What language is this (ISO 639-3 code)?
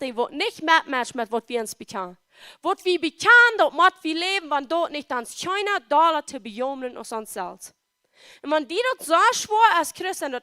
pdt